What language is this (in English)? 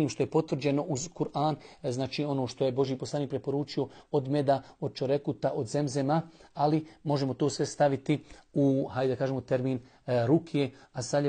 Bosnian